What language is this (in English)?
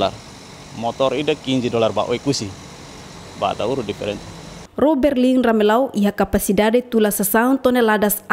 Tetum